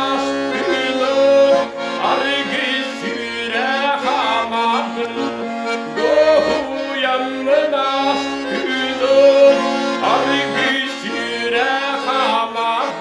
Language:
Yakut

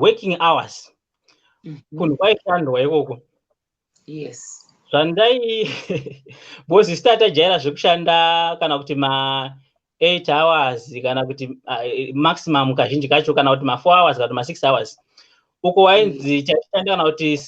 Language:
Shona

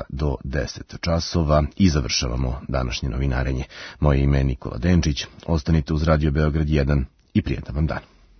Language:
Serbian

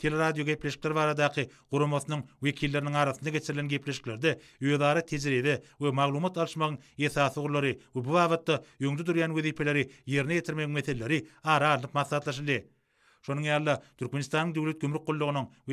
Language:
Turkmen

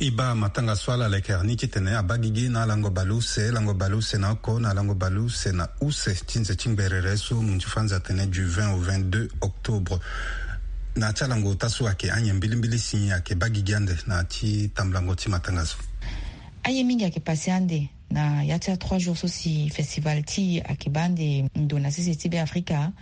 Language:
Sango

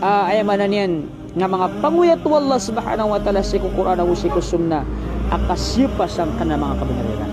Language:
Maranao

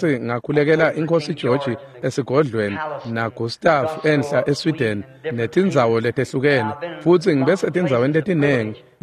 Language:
Swati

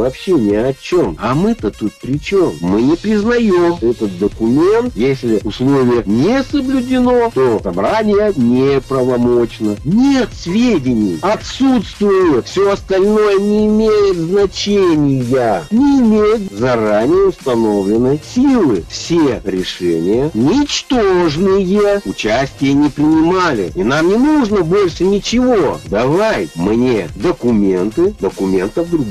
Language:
Russian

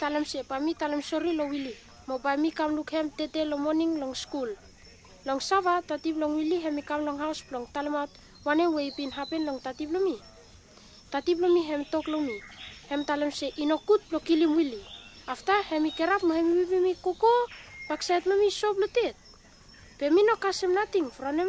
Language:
Bislama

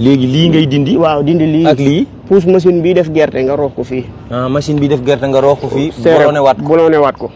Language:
Wolof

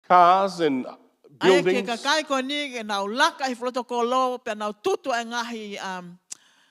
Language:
Tongan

